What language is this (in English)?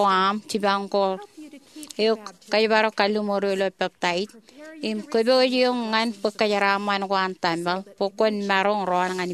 Marshallese